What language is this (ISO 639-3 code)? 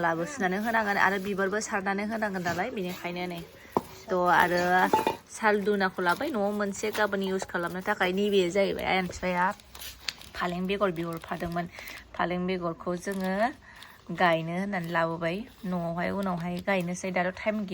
brx